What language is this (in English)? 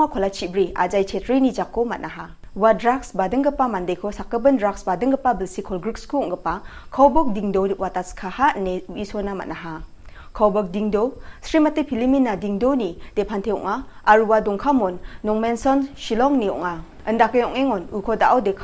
Garo